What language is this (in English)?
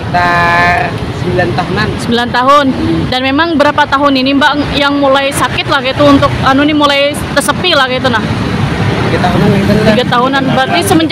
Banjar